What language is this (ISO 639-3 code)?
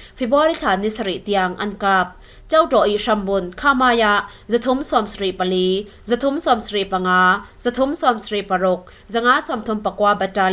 cfm